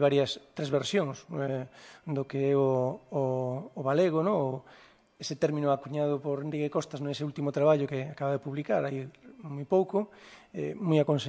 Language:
Galician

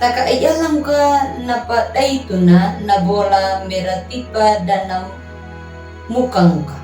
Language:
Anakalangu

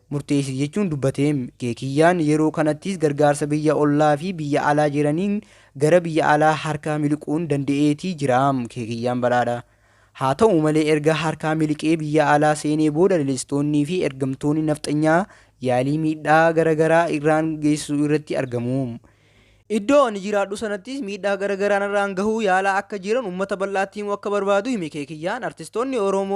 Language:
Oromo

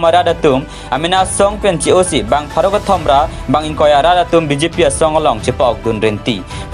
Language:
Karbi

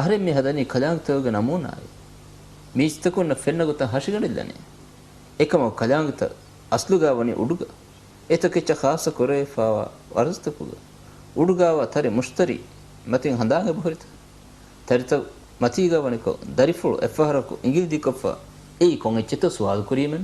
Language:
Divehi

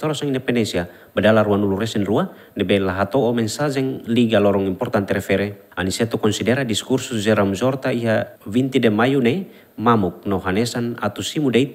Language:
Tetum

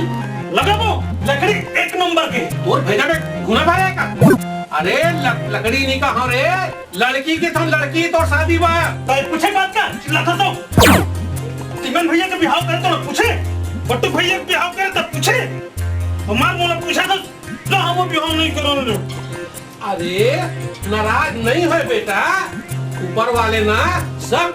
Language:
Chhattisgarhi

